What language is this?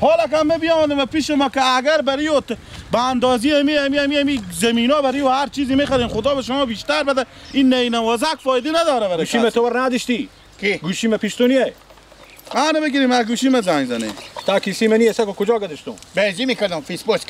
Persian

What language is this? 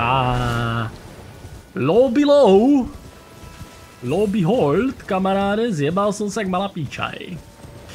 Slovak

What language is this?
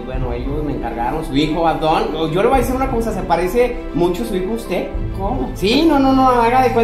Spanish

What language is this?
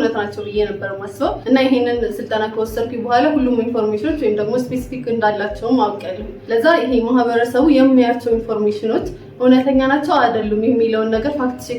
Amharic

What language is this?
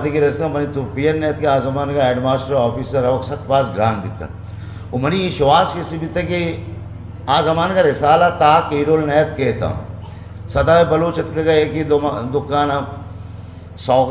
Eastern Balochi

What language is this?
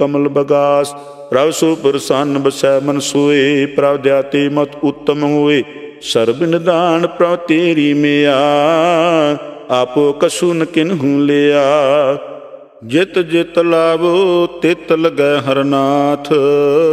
Punjabi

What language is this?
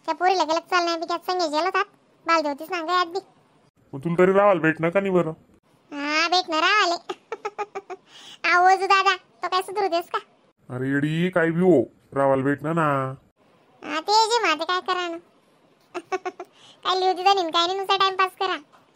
Khandesi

